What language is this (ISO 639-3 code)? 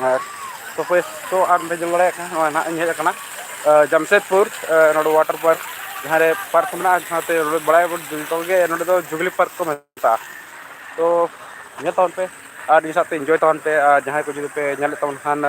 sat